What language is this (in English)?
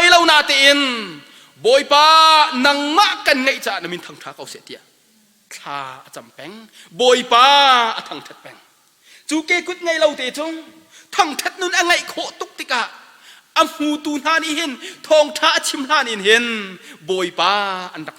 Hakha Chin